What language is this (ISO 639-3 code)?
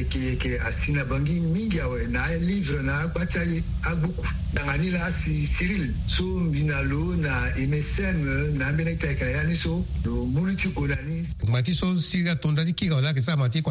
sag